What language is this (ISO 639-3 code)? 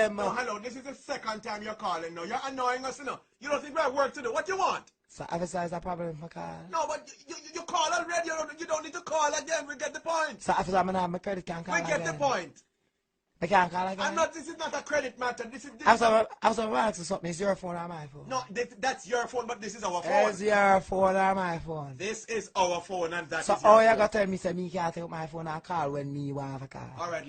jam